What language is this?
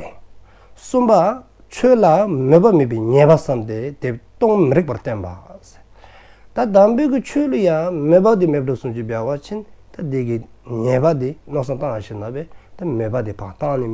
Dzongkha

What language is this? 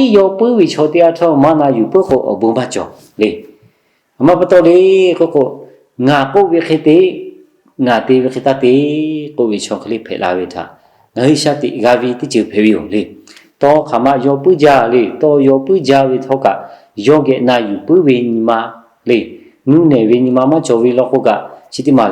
Lahu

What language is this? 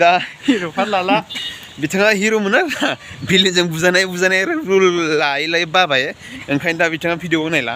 Bodo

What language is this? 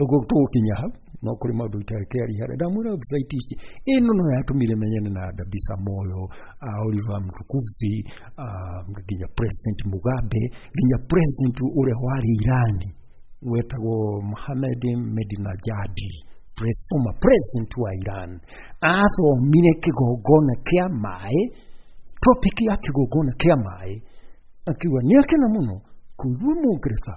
Kikuyu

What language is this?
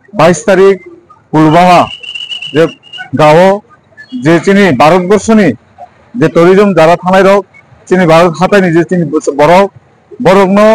Kok Borok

